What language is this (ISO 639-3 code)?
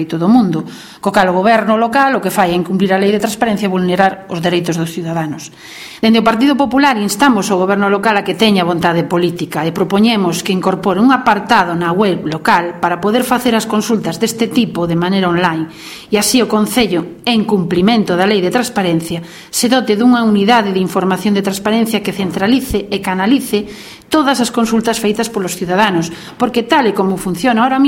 glg